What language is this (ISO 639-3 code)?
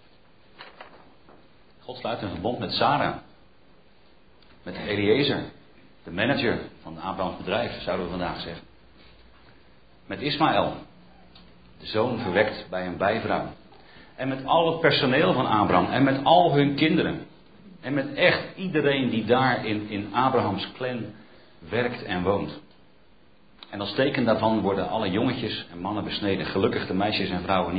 nld